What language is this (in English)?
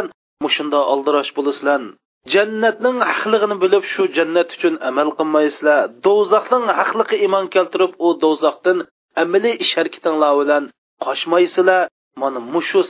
Uyghur